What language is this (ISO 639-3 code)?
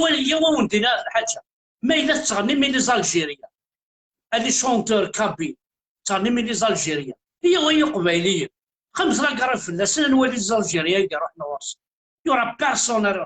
kab